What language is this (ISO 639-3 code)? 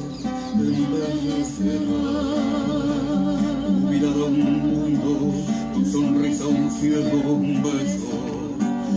spa